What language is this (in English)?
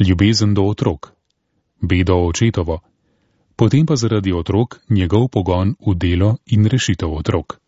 Slovenian